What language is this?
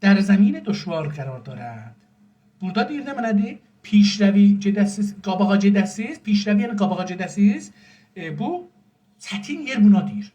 South Azerbaijani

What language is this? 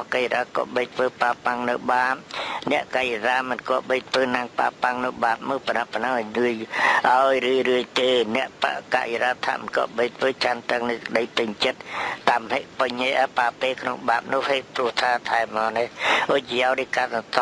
Khmer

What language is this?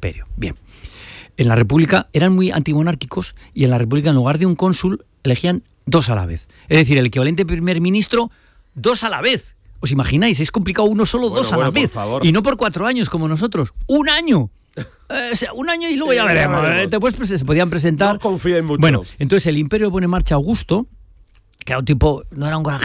Spanish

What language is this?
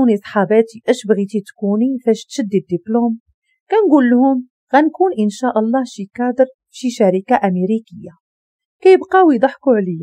Moroccan Arabic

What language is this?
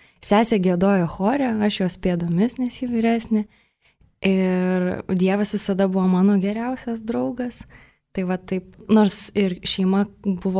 Lithuanian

